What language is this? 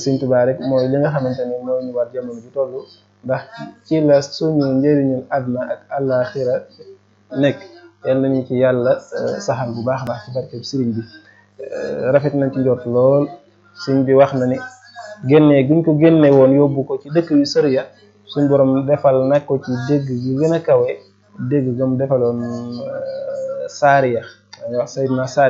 Wolof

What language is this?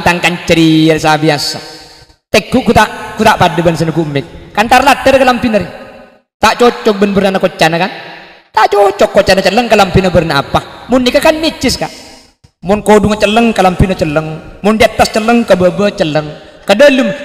Madurese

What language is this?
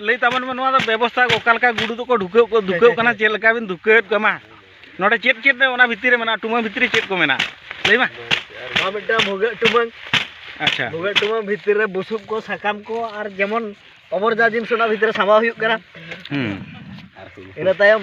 Santali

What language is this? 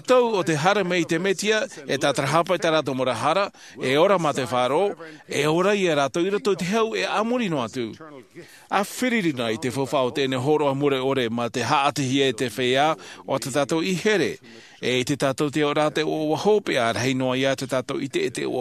Tahitian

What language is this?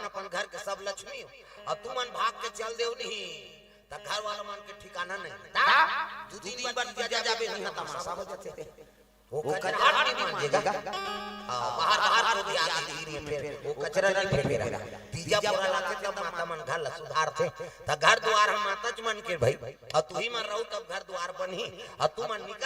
Chhattisgarhi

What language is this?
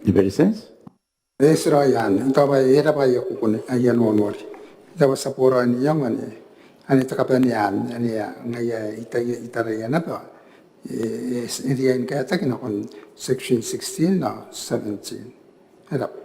Gilbertese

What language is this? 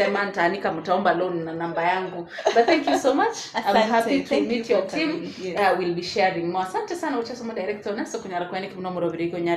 Gusii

